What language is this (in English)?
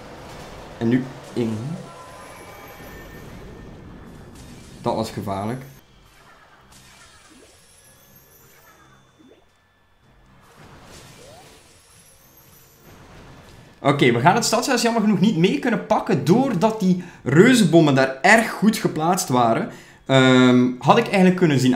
Dutch